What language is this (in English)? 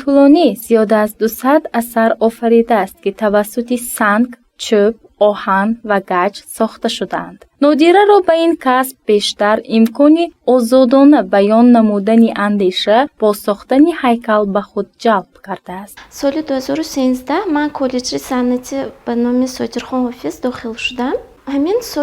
Tajik